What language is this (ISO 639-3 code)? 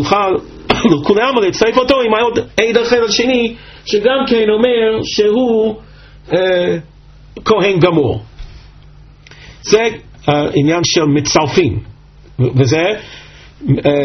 heb